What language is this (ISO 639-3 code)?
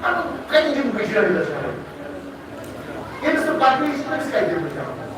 kas